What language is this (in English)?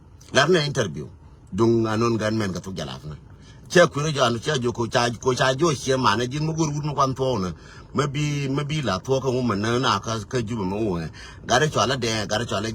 Nuer